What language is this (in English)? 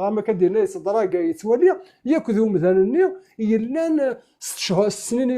Kabyle